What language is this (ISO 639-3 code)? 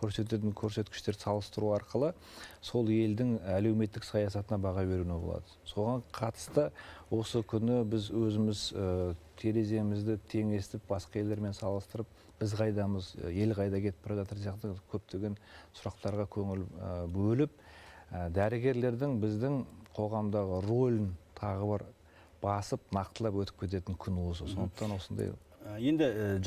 kaz